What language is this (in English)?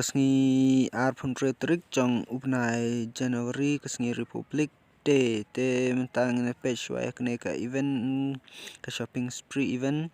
Khasi